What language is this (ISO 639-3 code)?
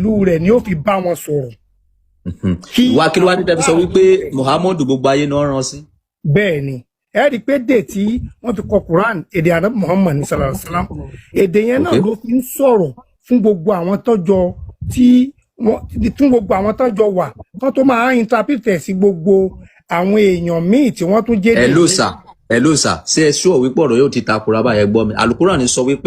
yor